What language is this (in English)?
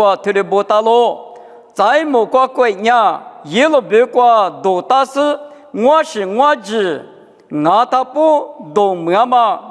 Lisu